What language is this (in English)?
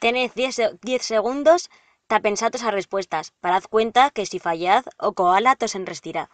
Aragonese